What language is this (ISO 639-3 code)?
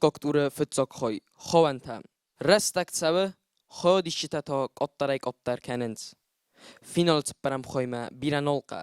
oss